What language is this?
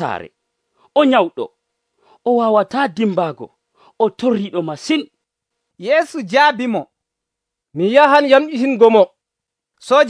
Nigerian Fulfulde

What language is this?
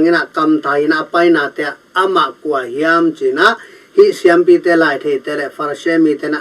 Tedim Chin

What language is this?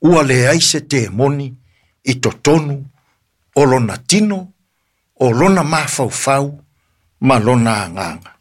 Samoan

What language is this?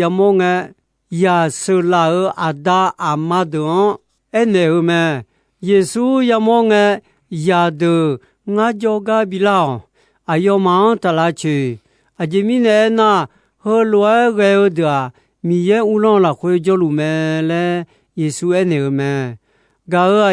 Akha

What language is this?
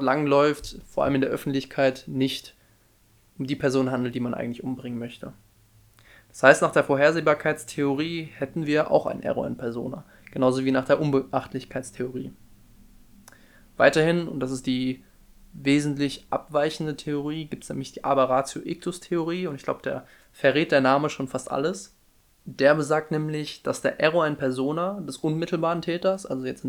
German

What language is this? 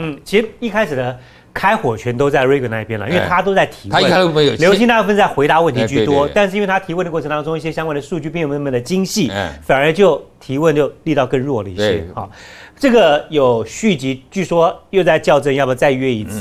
Chinese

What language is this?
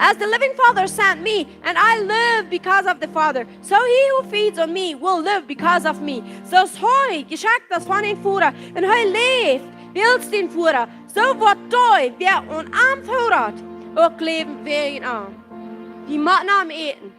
Plautdietsch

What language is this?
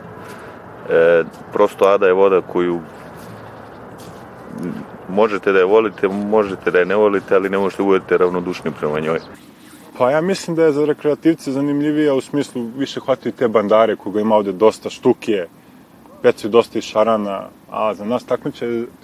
Serbian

